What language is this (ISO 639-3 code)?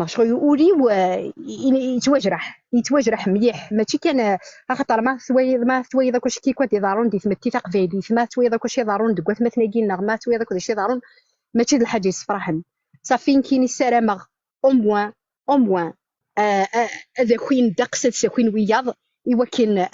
kab